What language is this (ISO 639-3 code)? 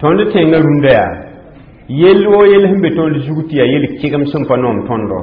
mos